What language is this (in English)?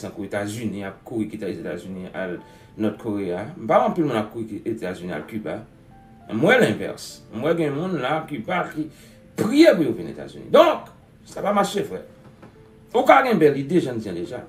Haitian Creole